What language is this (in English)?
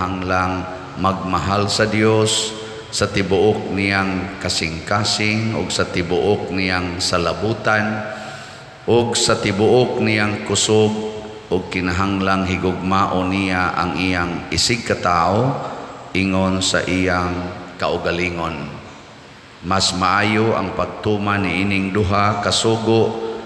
Cebuano